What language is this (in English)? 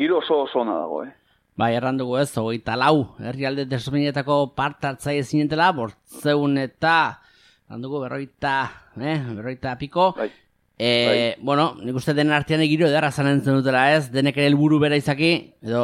Basque